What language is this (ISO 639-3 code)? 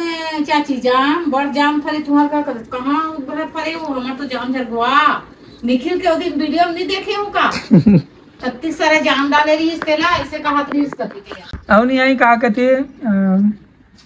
hne